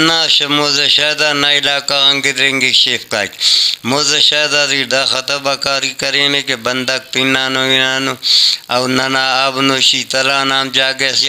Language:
Brahui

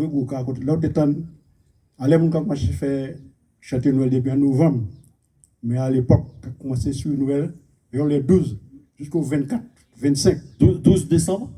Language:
Guadeloupean Creole French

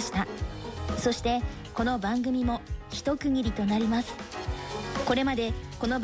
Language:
Japanese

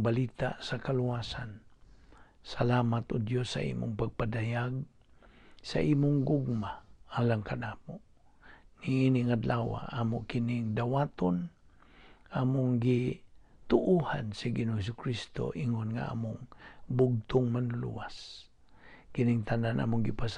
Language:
Cebuano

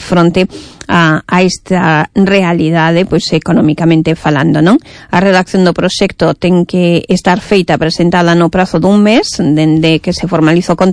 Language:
Galician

